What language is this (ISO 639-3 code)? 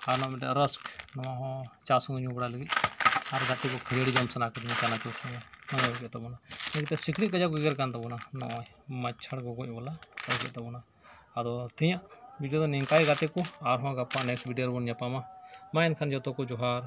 sat